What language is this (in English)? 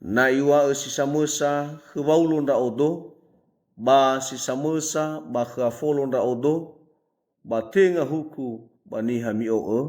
Nias